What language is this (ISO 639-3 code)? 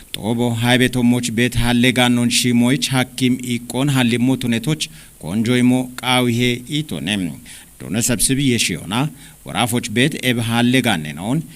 kbr